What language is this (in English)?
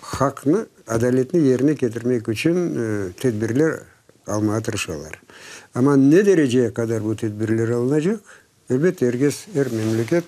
Crimean Tatar